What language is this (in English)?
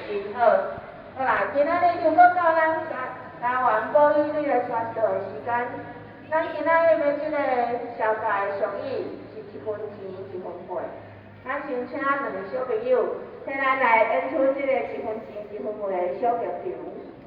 Min Nan Chinese